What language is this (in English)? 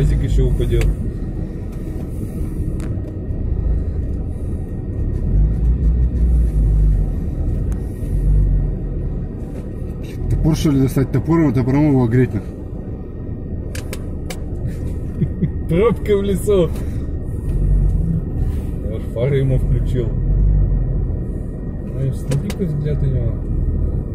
Russian